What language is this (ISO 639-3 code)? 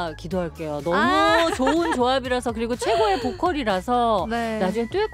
kor